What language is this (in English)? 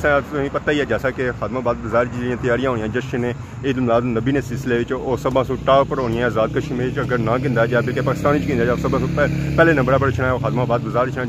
Pahari-Potwari